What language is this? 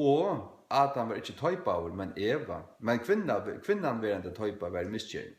Faroese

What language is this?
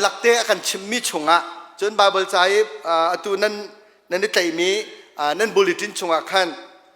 Hakha Chin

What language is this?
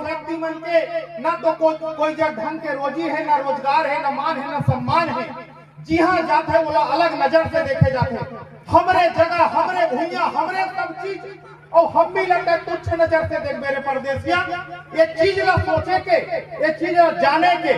Chhattisgarhi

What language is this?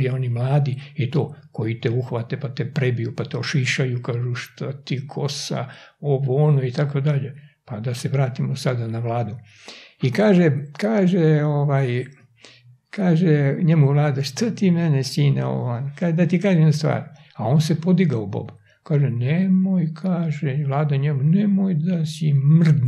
Serbian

